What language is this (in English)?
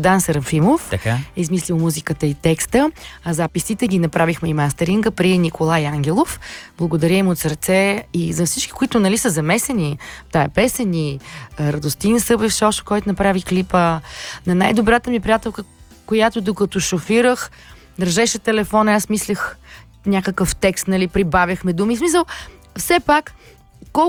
Bulgarian